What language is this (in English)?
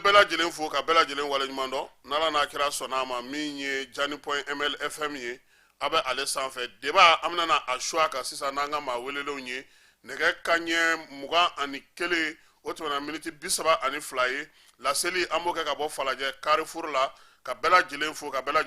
Bambara